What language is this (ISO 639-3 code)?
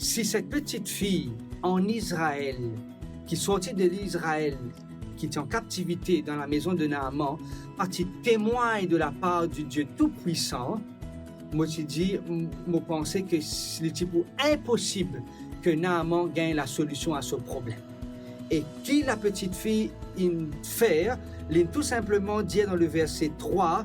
mfe